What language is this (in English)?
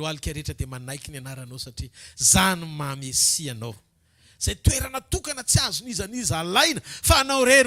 Malagasy